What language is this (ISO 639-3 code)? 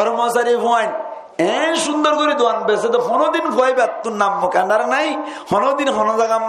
rhg